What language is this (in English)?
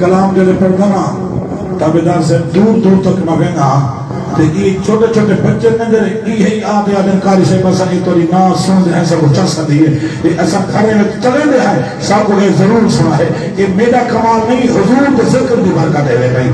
Saraiki